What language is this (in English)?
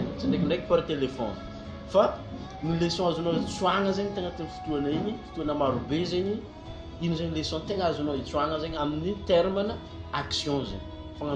Malagasy